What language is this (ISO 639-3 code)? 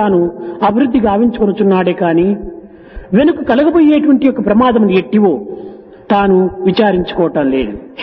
tel